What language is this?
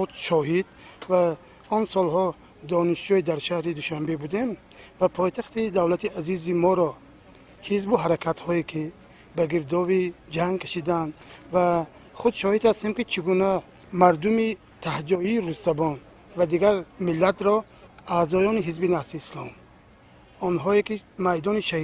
Tajik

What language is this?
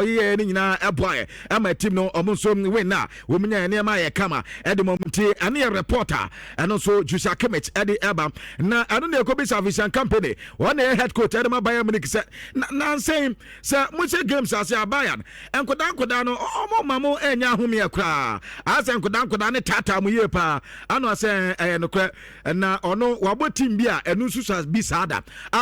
Akan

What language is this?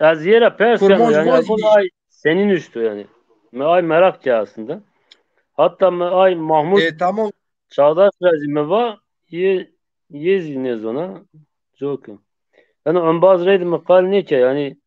Zaza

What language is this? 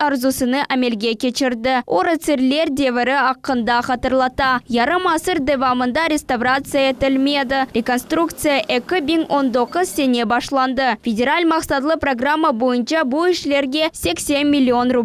Crimean Tatar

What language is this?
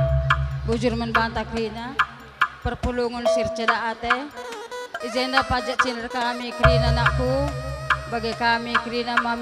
Batak Karo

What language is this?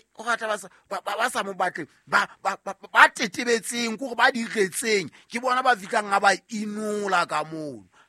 Southern Sotho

